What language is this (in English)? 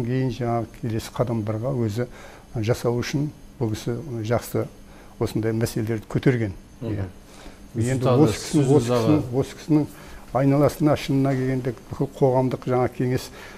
Kazakh